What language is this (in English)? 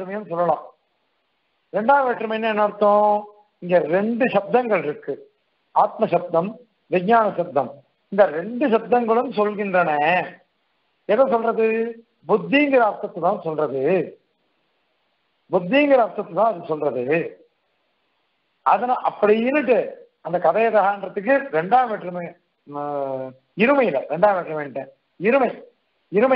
Tamil